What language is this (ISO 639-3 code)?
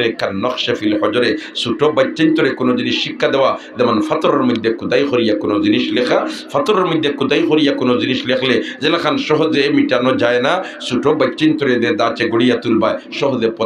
syl